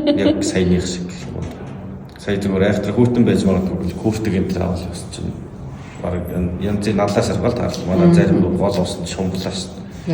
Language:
Mongolian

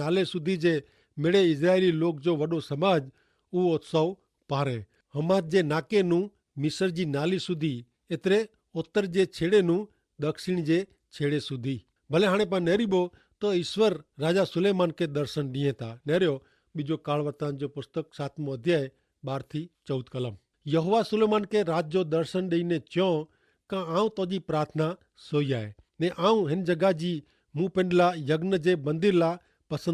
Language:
Kachhi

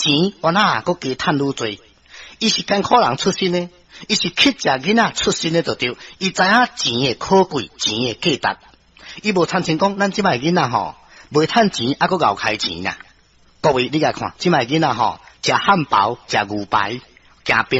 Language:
Min Nan Chinese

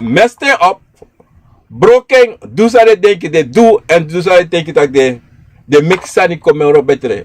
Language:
Sranan Tongo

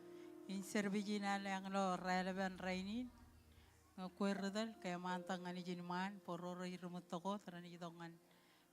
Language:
Marshallese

